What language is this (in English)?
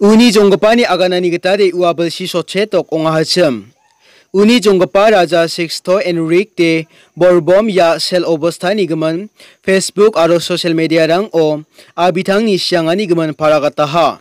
Garo